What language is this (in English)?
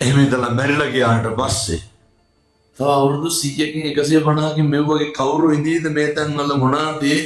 Sinhala